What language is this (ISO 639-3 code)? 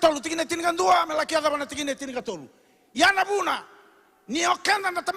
fij